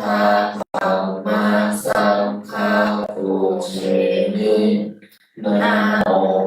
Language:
Pali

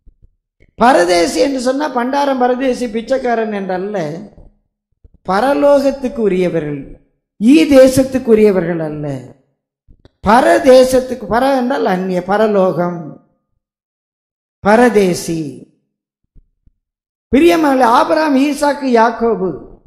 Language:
Tamil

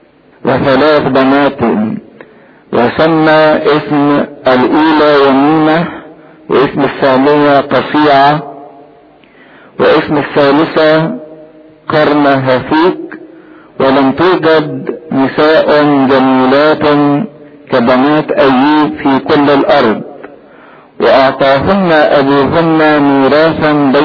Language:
Egyptian Arabic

